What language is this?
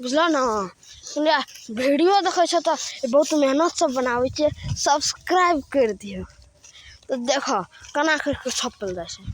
Maithili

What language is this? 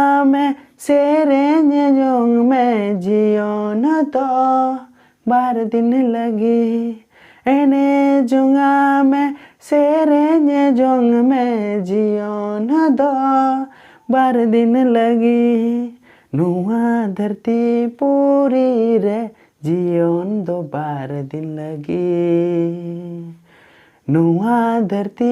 Santali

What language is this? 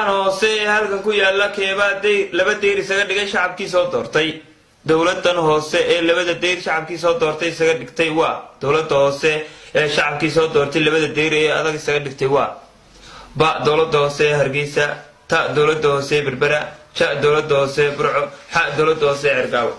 Somali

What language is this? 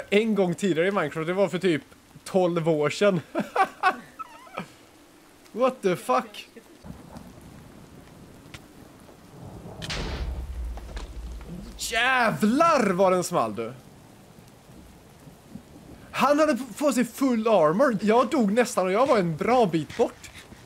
Swedish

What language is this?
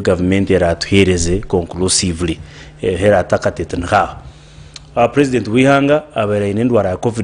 Nyankole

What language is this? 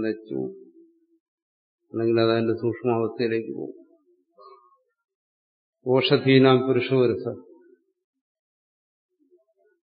Malayalam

